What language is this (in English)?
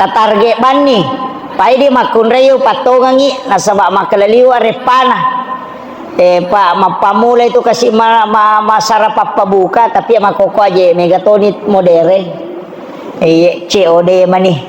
Buginese